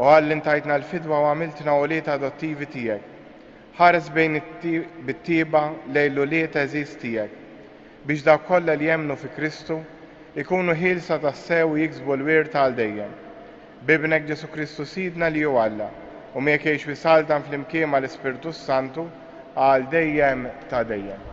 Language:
Maltese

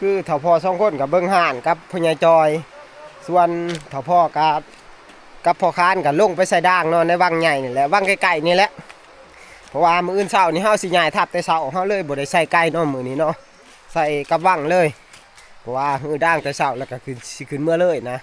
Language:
Northeastern Thai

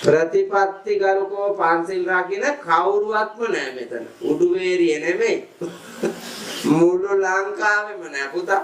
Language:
Sinhala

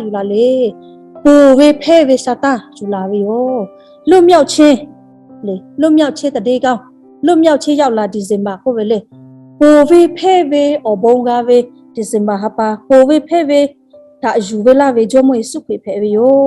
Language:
Lahu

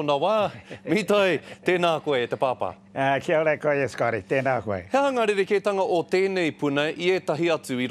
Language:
Māori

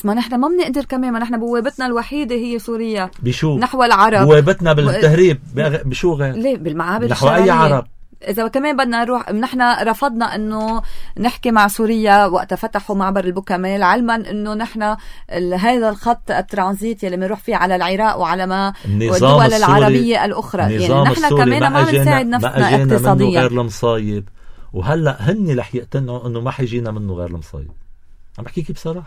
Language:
North Levantine Arabic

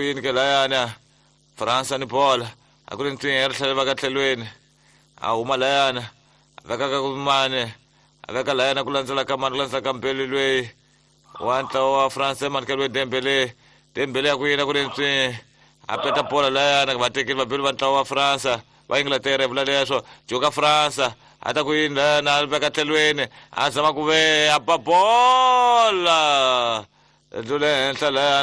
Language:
Tsonga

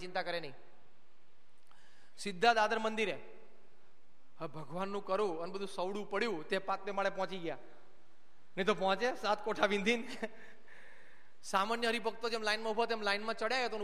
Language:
Gujarati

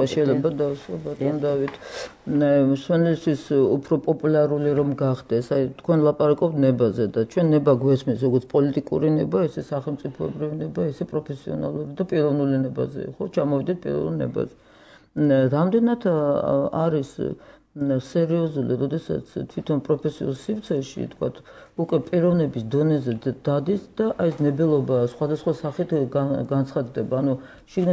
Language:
Georgian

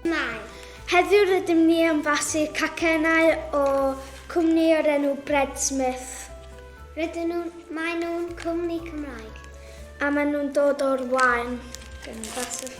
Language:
Welsh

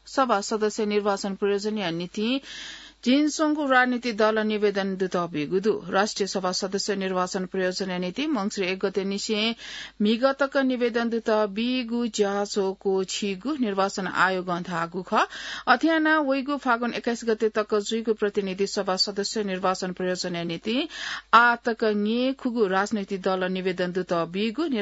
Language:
Newari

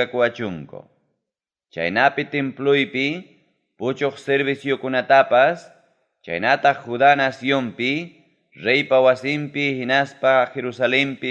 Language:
Ayacucho Quechua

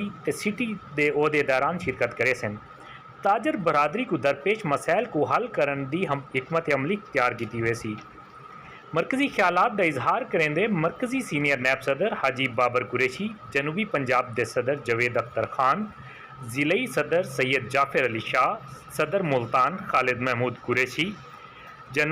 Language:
Saraiki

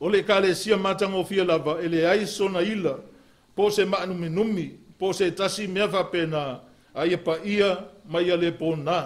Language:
Samoan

